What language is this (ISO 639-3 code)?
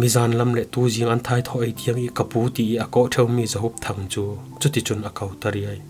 cfm